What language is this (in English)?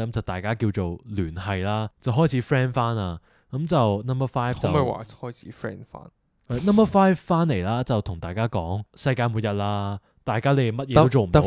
Cantonese